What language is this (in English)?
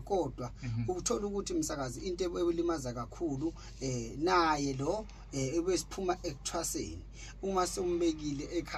Zulu